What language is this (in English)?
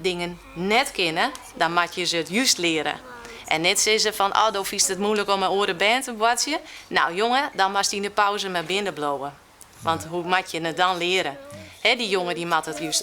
Western Frisian